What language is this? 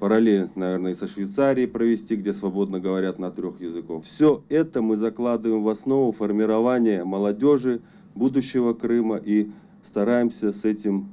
Crimean Tatar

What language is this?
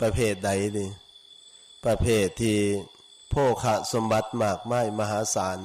Northeastern Thai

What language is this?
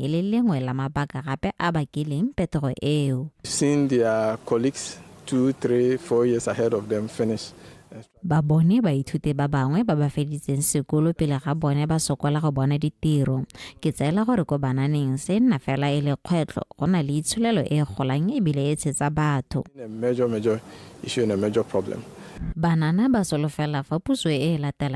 Tswana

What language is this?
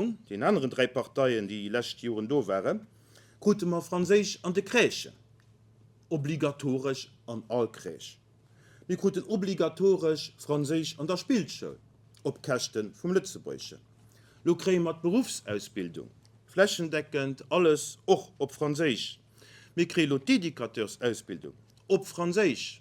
Luxembourgish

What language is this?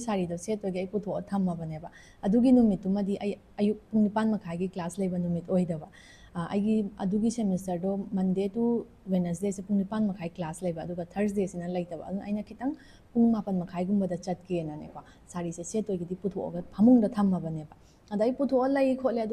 Manipuri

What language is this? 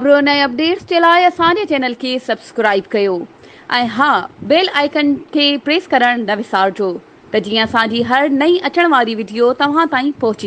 Sindhi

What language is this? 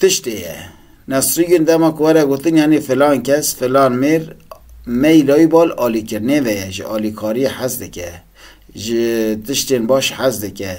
Kurdish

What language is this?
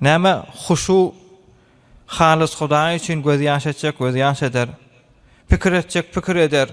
Turkmen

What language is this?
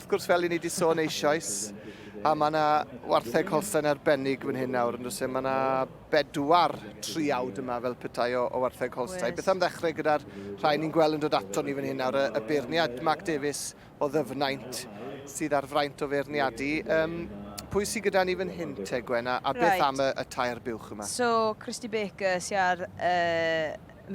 Welsh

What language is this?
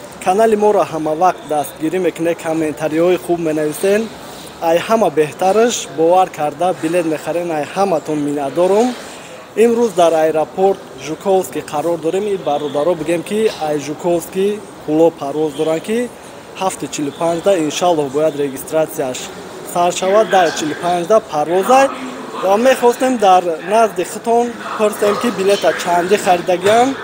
Tajik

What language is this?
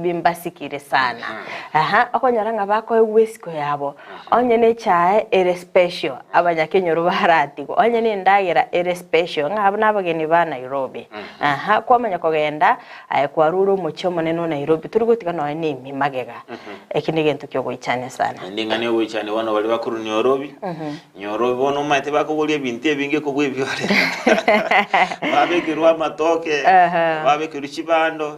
Gusii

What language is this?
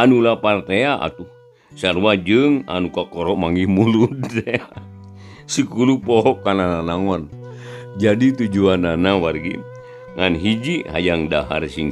Sundanese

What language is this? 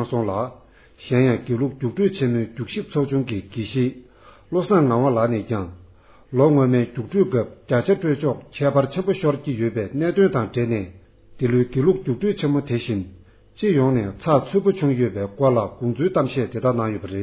Tibetan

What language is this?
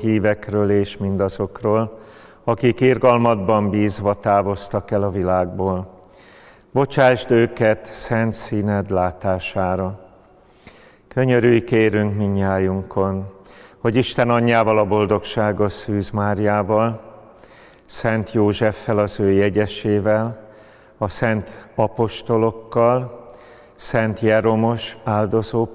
Hungarian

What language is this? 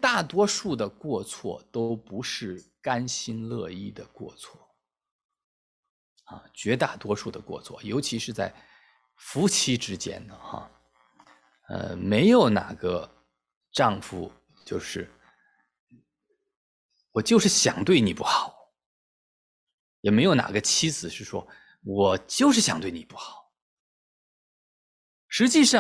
Chinese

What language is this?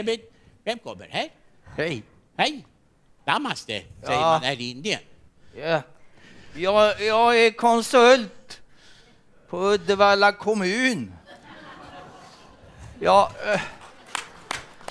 Swedish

